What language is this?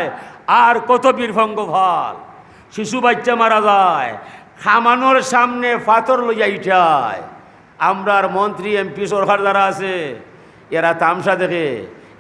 Sylheti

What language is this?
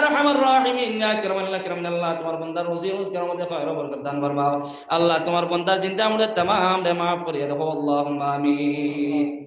Sylheti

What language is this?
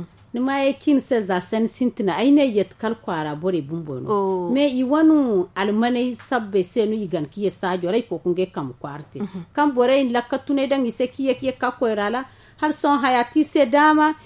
Zarma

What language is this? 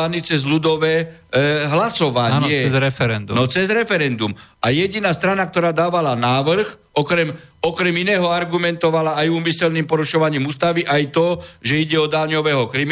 Slovak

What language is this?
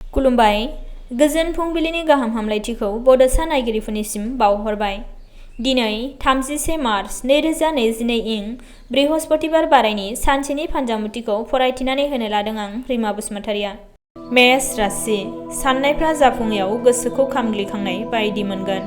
Bodo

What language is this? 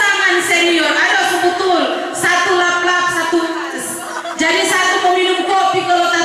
Manado Malay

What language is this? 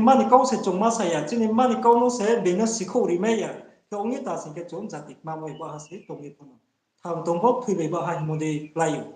Riang (India)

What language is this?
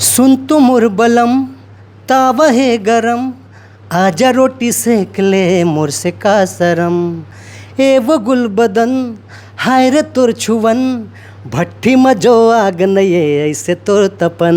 Chhattisgarhi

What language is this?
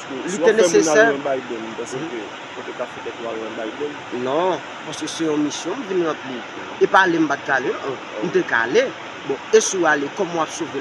Haitian Creole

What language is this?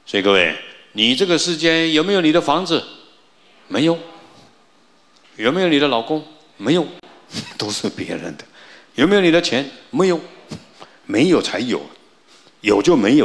Chinese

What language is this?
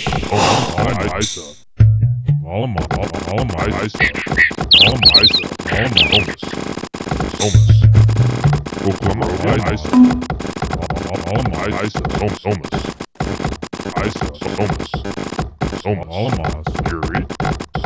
Vietnamese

